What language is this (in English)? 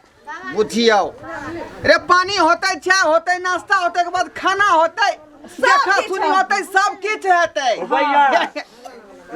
Maithili